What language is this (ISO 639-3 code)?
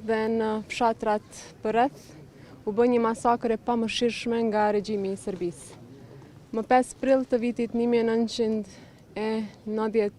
sqi